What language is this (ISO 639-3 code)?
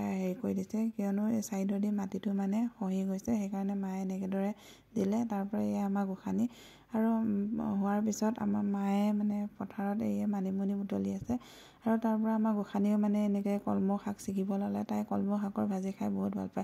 asm